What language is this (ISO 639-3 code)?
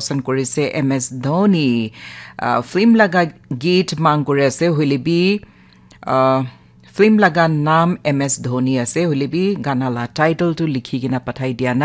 nag